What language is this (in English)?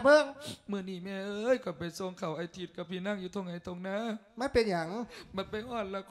Lao